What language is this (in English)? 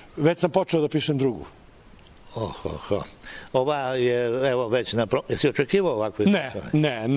Serbian